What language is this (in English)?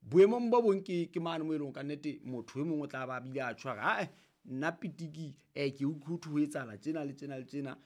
Southern Sotho